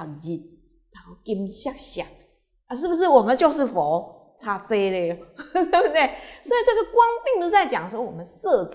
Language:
Chinese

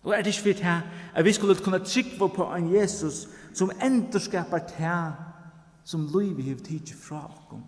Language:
Faroese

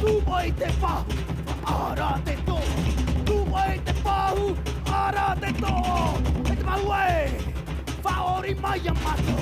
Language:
Tahitian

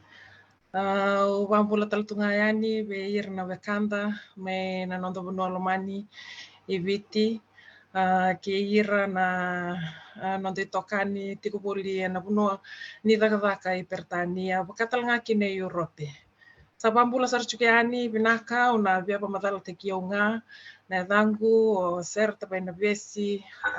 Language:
Fijian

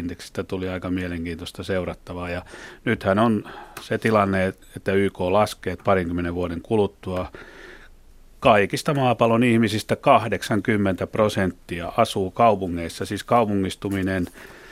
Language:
Finnish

